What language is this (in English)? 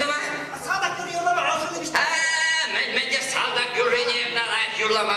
Chuvash